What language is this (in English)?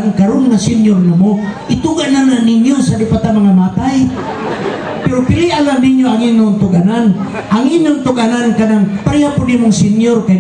Cebuano